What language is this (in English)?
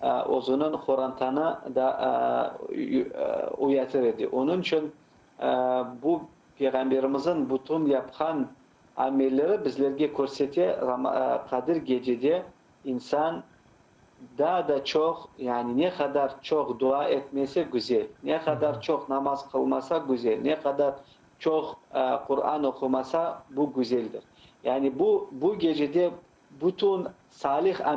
Crimean Tatar